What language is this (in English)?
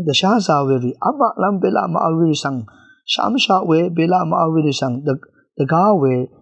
Rawang